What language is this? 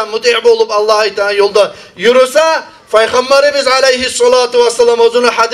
Kumyk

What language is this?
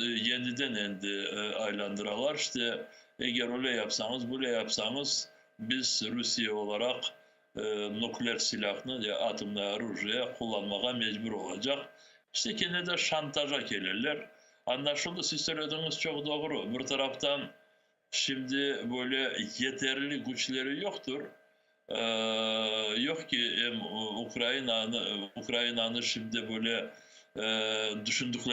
Crimean Tatar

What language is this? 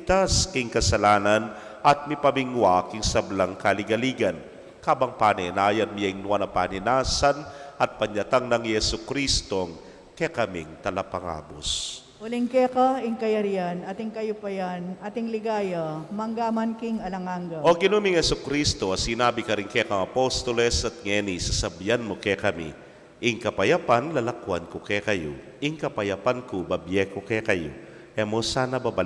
Pampanga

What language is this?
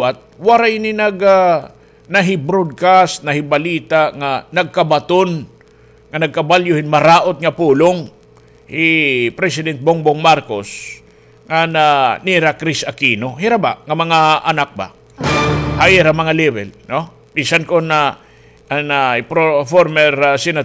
Waray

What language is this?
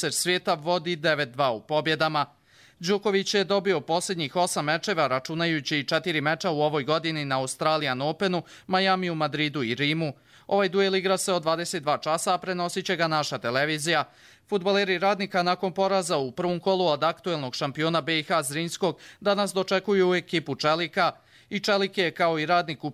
Bosnian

